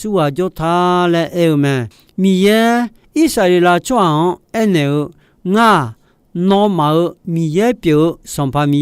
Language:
Akha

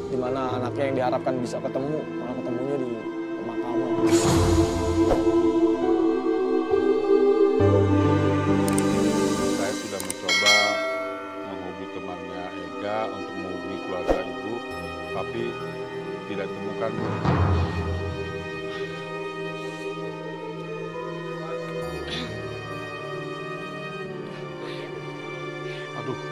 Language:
Indonesian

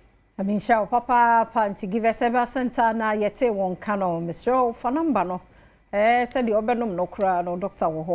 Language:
Akan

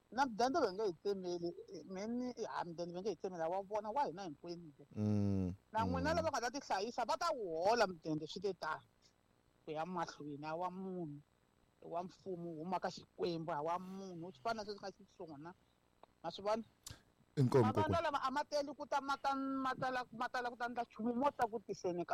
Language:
Tsonga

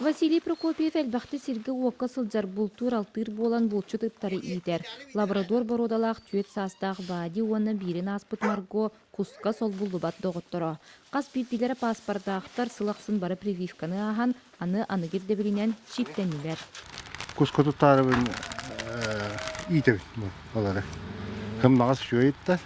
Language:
Yakut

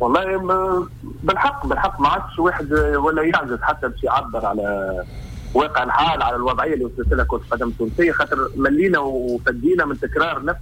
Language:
Tunisian Arabic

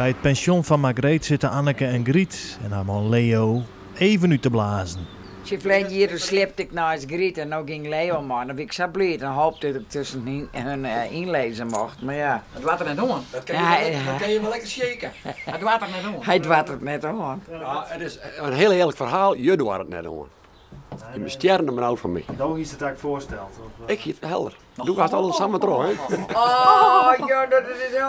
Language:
Western Frisian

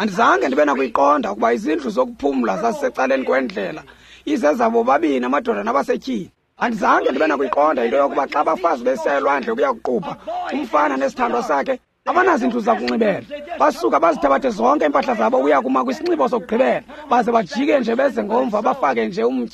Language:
Xhosa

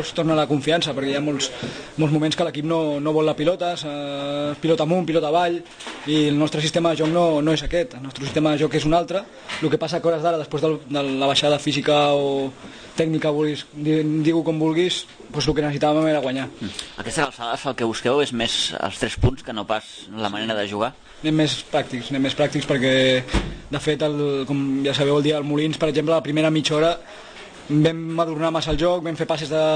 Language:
Catalan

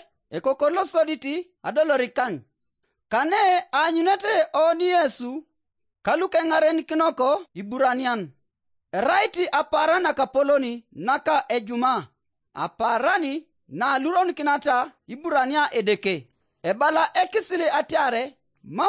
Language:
Teso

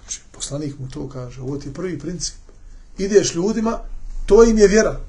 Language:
Bosnian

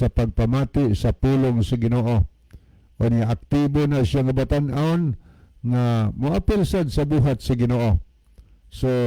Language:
Cebuano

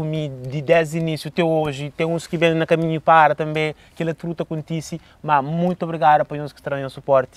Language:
Kabuverdianu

